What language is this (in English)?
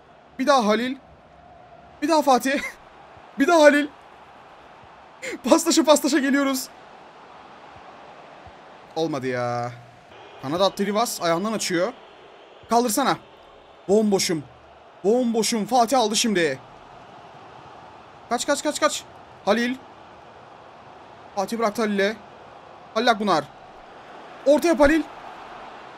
Turkish